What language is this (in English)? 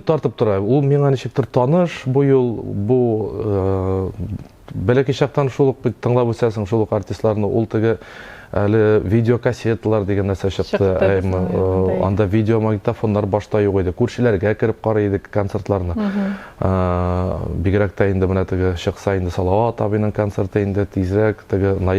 Tatar